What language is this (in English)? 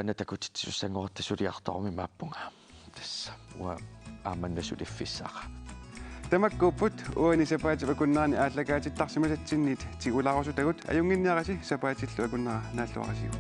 Kalaallisut